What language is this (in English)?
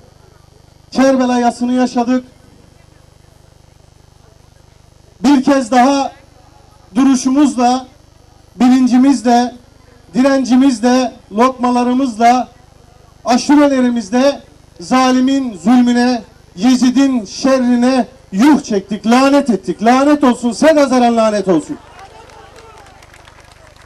Turkish